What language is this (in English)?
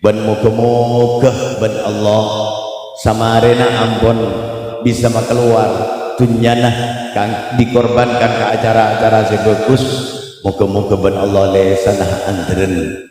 Madurese